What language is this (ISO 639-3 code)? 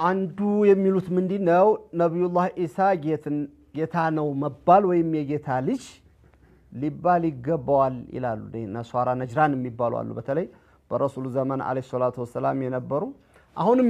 amh